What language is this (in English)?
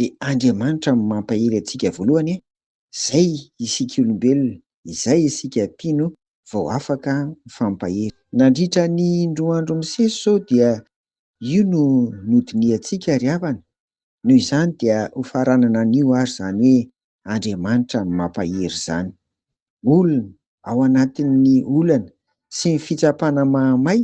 Malagasy